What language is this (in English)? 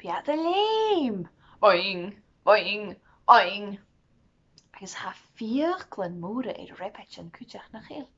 Scottish Gaelic